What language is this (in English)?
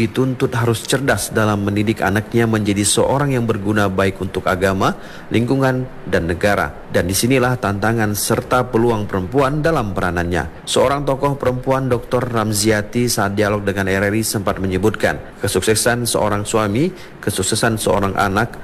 Indonesian